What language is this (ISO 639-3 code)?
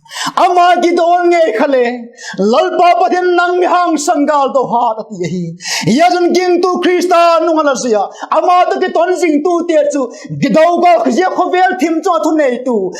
vap